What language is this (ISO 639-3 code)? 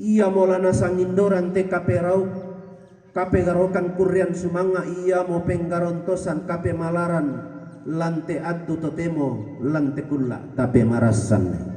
sda